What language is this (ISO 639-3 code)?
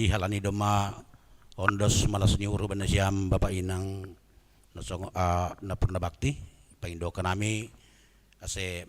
bts